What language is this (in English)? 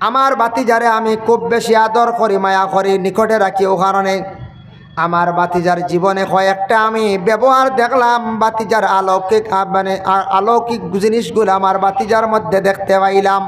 Sylheti